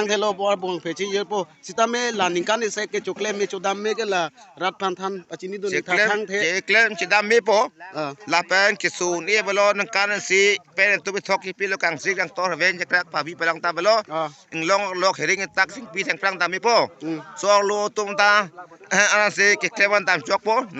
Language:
Karbi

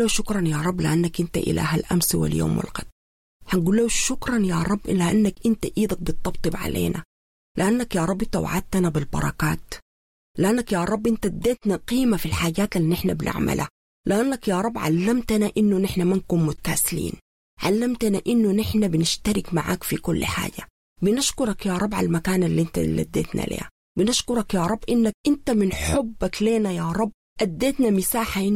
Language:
Sudanese Arabic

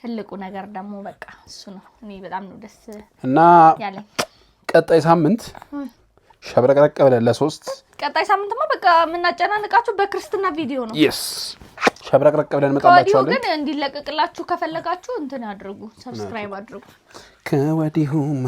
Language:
Amharic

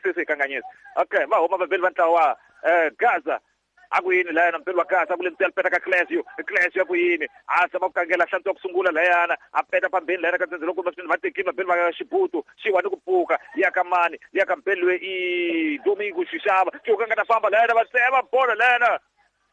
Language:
Tsonga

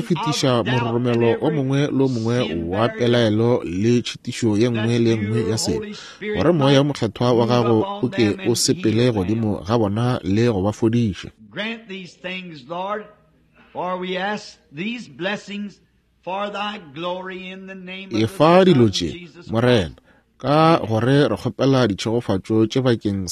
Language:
Northern Sotho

